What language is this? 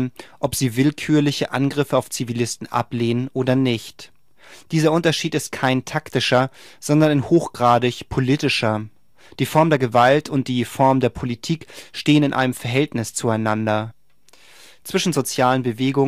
German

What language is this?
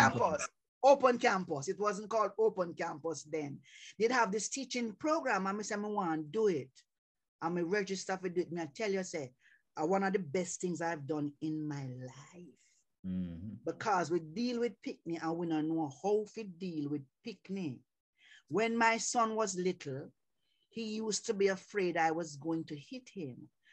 Jamaican Creole English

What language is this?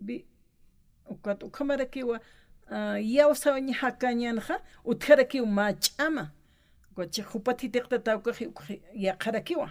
Aymara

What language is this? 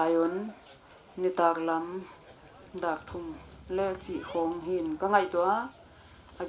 Tedim Chin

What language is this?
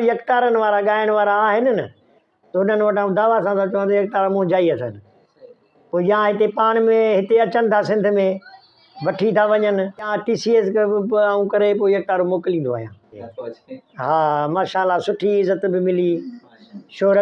Sindhi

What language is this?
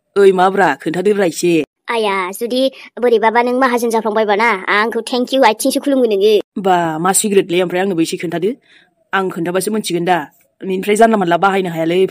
Bodo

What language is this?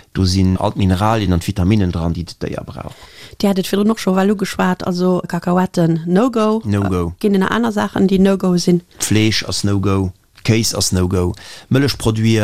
Luxembourgish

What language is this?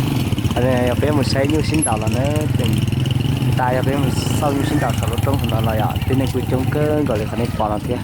Hmong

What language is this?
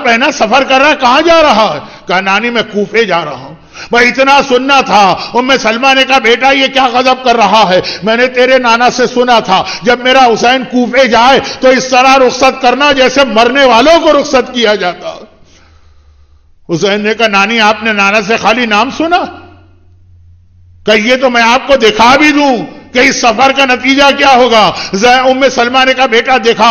Urdu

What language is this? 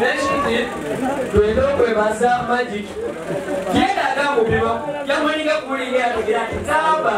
Soga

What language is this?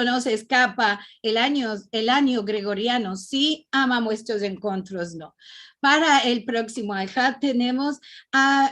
Ladino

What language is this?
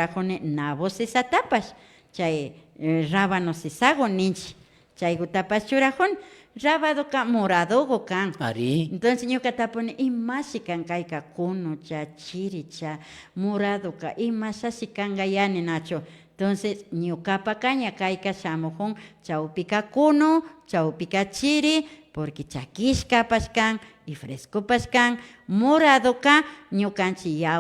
Imbabura Highland Quichua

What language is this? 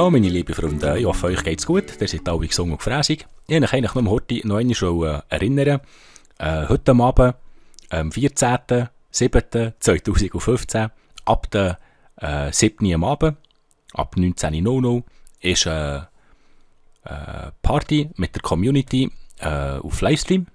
Swiss German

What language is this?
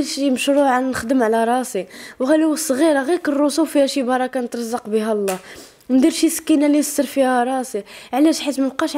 Moroccan Arabic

